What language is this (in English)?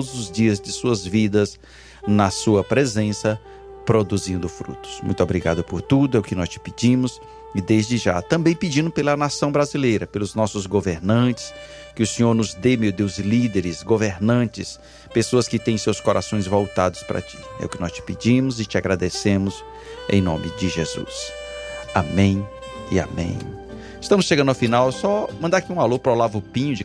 Portuguese